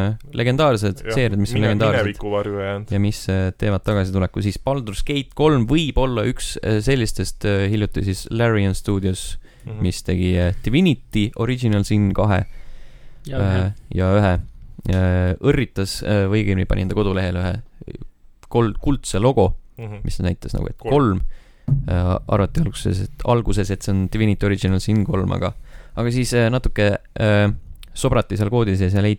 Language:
Estonian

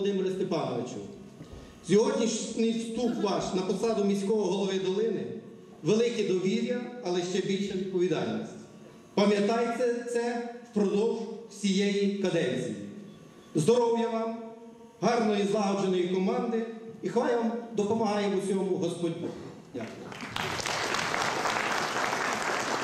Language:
Ukrainian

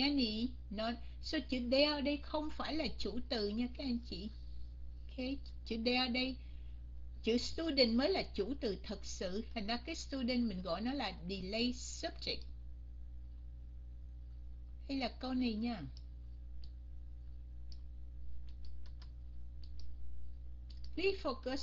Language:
Vietnamese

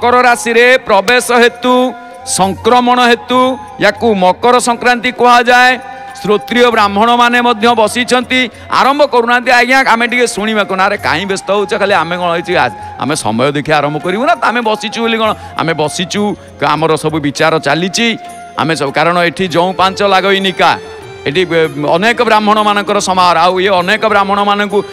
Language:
Odia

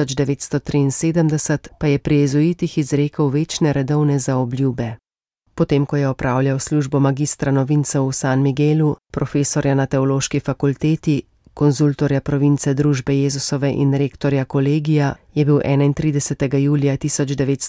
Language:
Slovenian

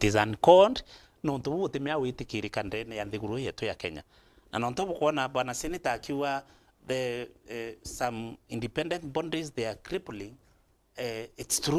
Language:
Meru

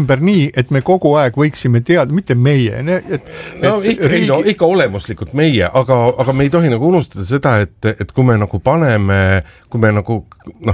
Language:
Estonian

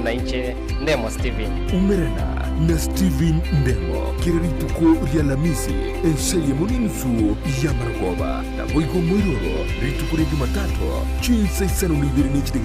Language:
Gusii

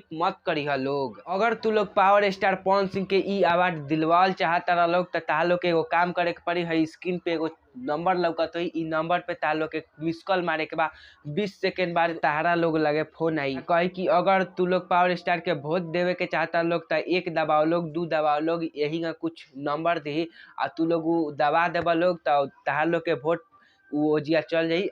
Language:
Bhojpuri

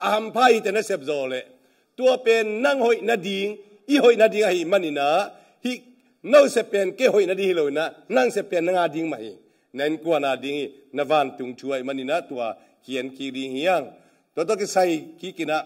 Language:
Tedim Chin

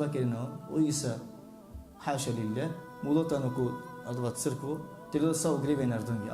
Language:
Balkan Romani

